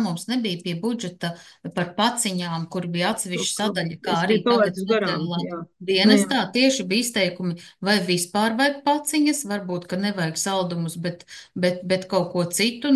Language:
Latvian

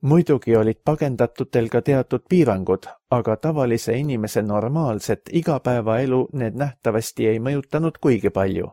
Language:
Estonian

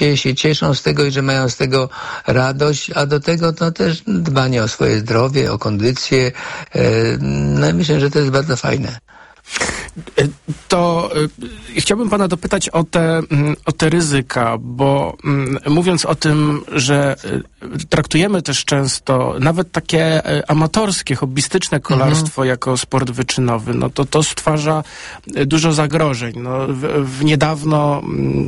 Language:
Polish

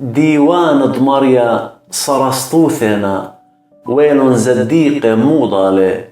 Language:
Assyrian Neo-Aramaic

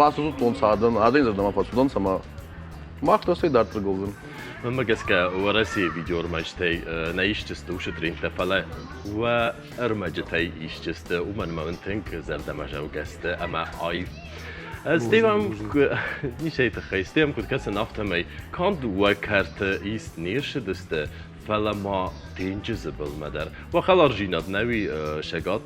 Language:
Ossetic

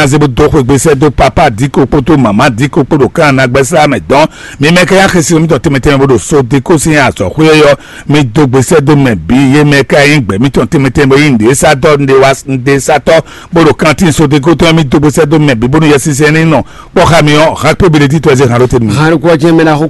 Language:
Fon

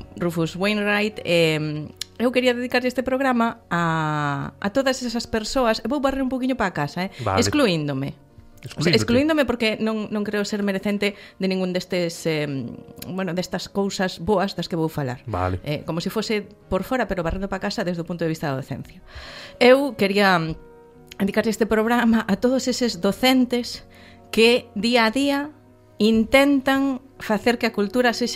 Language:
Galician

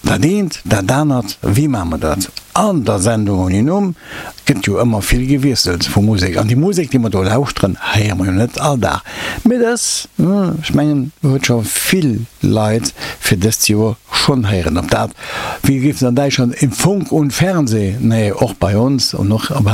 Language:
Luxembourgish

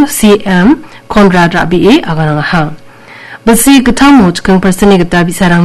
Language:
Garo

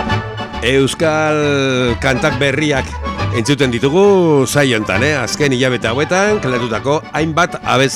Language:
Basque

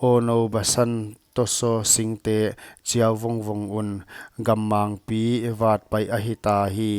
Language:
Paite Chin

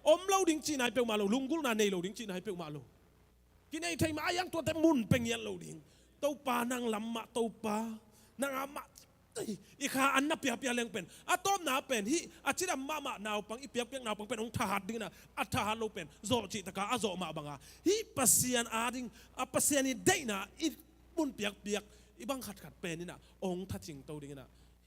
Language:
Tedim Chin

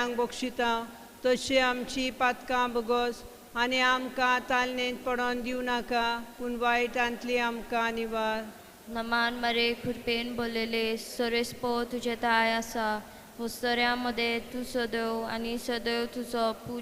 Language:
Konkani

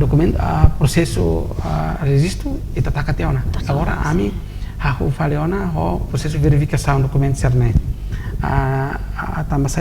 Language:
Tetum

